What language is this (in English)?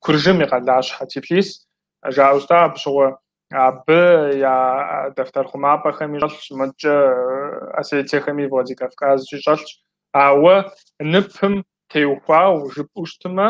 Kabardian